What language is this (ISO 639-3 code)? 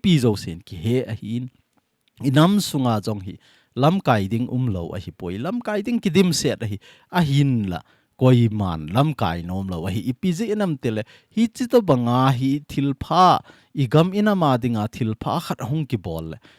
tcz